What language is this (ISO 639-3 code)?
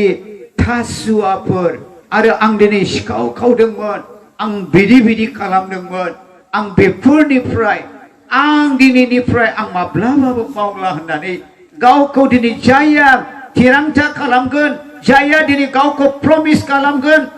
brx